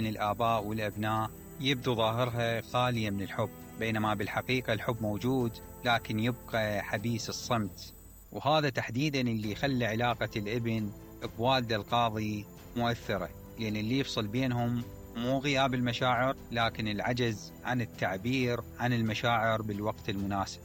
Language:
Mesopotamian Arabic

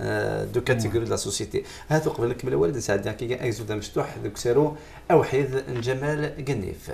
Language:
Kabyle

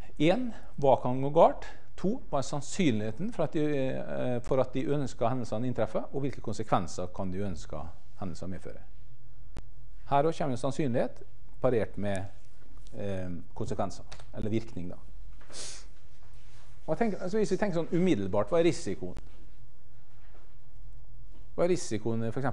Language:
Norwegian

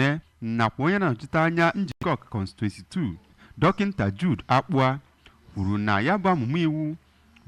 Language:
Igbo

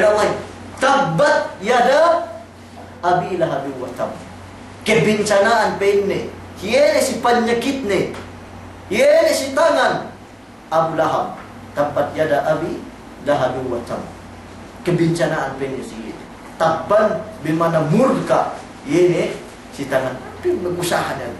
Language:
Yakan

